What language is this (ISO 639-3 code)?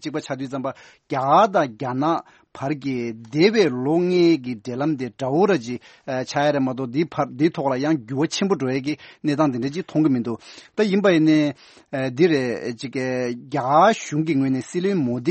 bod